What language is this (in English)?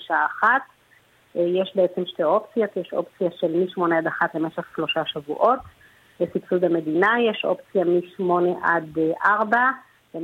Hebrew